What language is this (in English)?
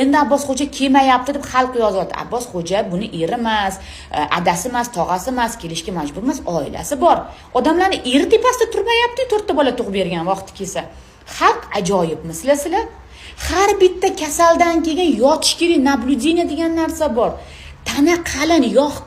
Uzbek